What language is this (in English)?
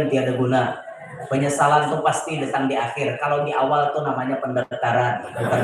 Banjar